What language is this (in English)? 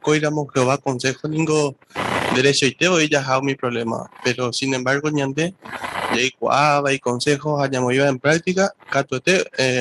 Guarani